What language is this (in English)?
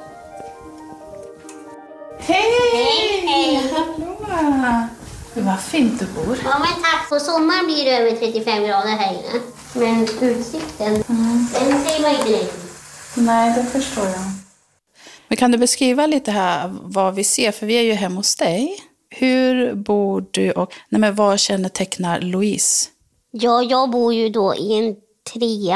Swedish